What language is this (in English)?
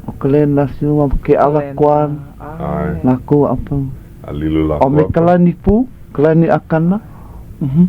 Hawaiian